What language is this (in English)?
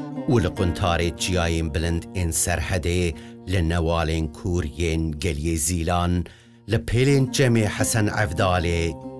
Kurdish